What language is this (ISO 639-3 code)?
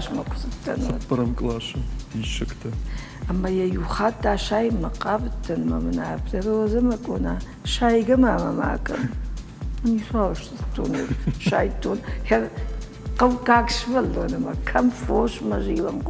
oss